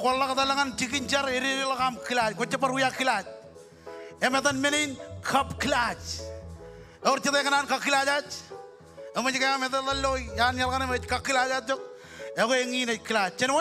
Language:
Marshallese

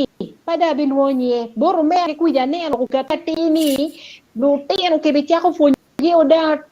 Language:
Acoli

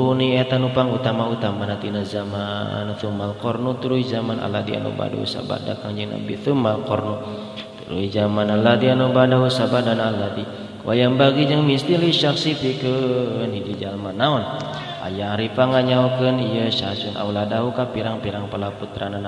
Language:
Sundanese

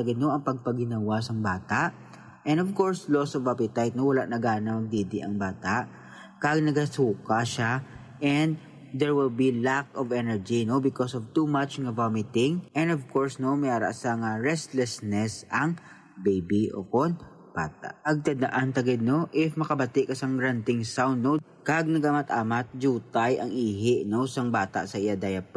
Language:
Hiligaynon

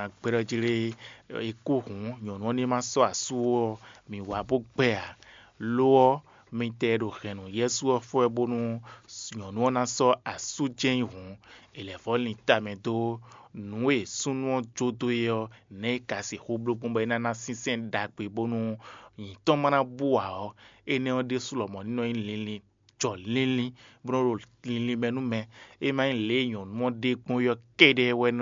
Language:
Fon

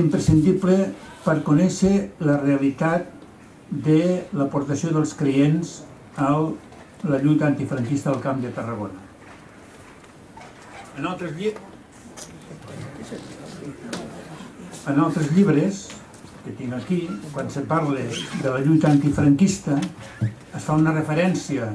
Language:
Catalan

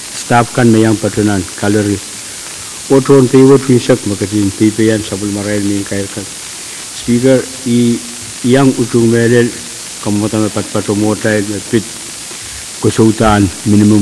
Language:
Pohnpeian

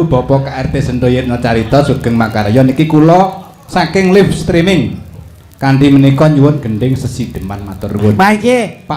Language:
Javanese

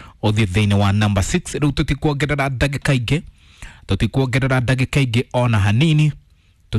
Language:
Kikuyu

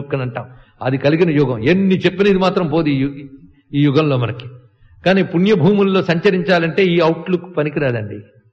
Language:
Telugu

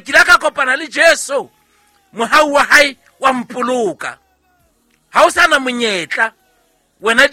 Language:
Southern Sotho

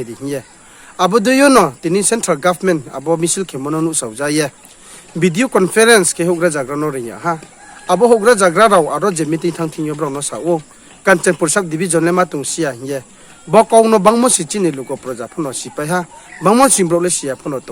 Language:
Riang (India)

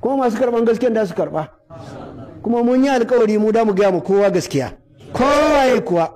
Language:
Hausa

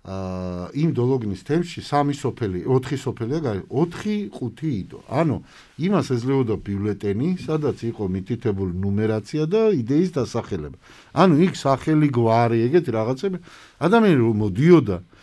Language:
Georgian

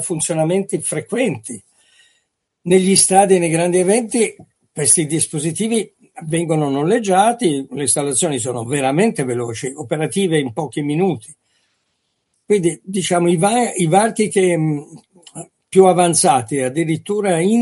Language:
Italian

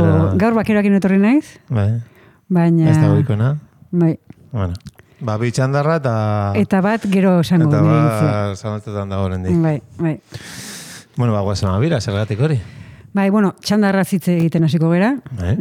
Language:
Basque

